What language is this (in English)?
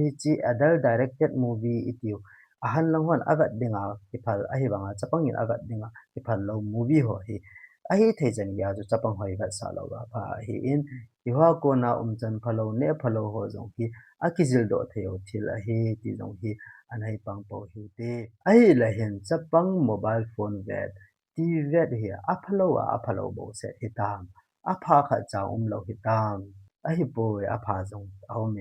Thado Chin